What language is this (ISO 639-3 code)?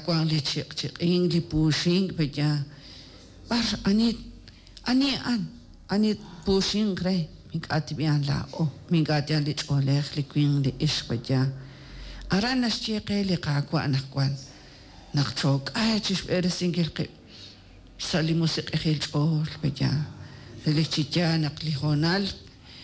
kek